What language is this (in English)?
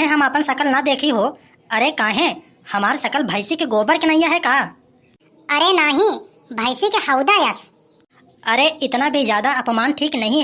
Awadhi